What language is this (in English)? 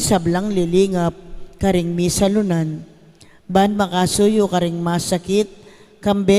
Pampanga